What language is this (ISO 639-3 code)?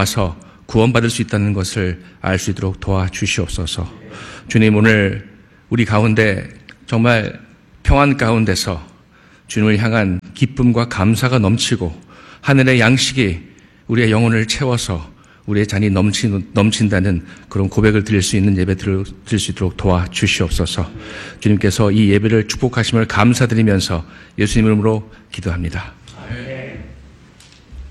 kor